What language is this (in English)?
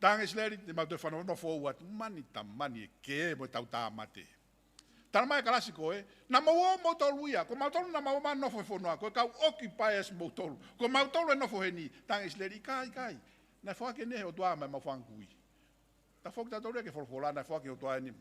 Tongan